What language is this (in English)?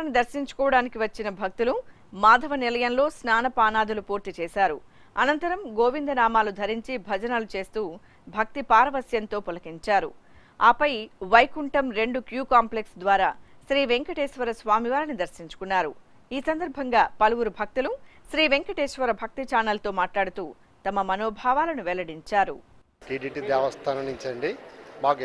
Telugu